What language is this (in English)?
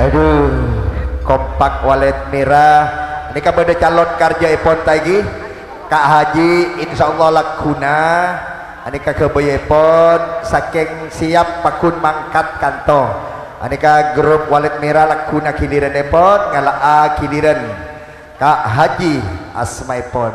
Madurese